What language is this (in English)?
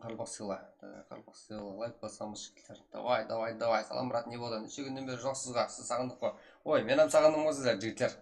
Kara-Kalpak